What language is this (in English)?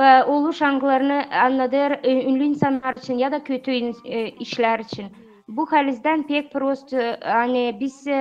Gagauz